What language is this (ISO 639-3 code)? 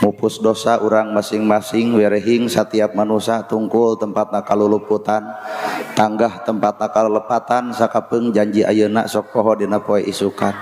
sun